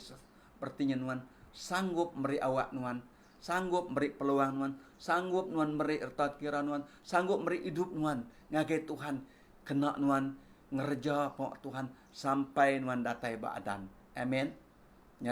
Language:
Iban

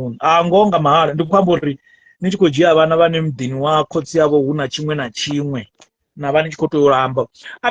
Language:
Venda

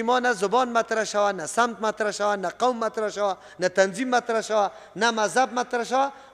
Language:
Persian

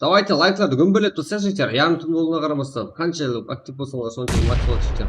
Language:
Kara-Kalpak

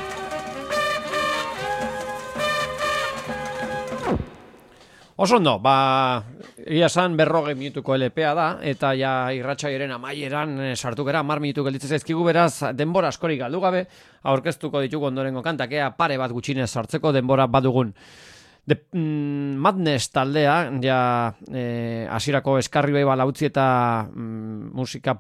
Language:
Basque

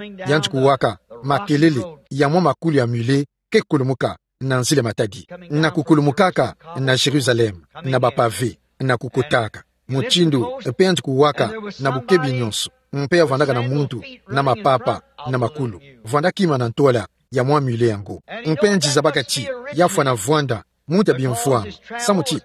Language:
Kituba (Democratic Republic of Congo)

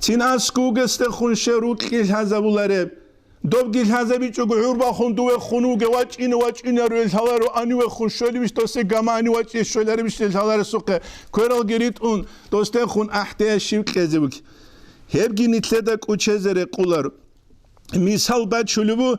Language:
Avaric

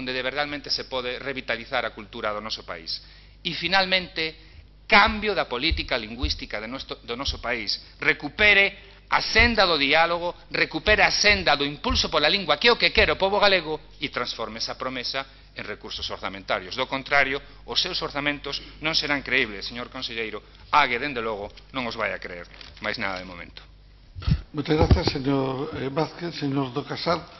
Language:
Galician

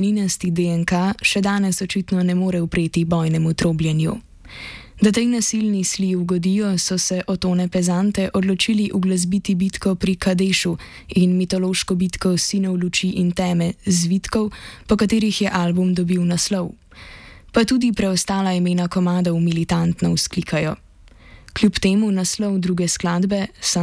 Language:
Slovenian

